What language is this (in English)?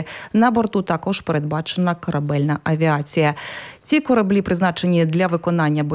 Ukrainian